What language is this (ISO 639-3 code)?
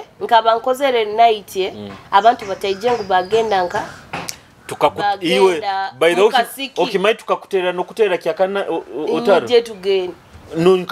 nyo